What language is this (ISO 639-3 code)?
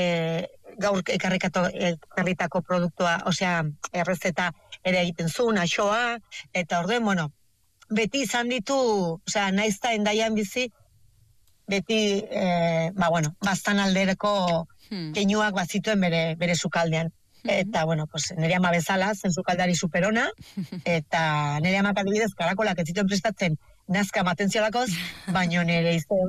eus